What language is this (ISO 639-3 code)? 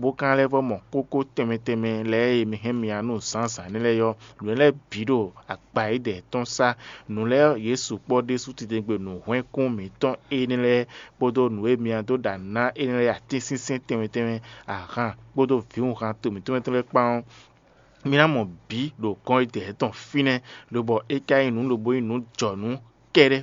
fon